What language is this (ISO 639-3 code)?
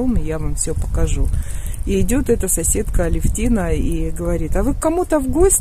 rus